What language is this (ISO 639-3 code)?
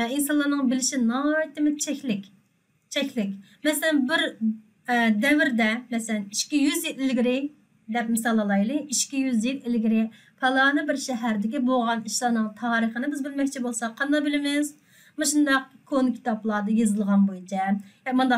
uig